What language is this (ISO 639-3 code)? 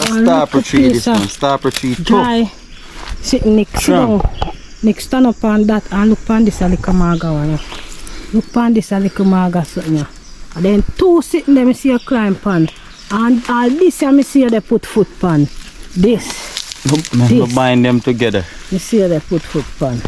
jam